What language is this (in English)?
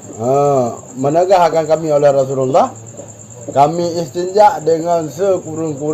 Achinese